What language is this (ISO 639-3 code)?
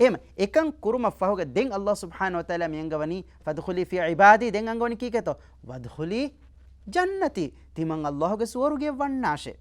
div